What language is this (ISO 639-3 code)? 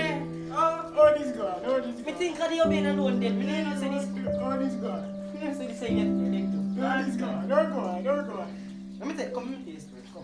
jam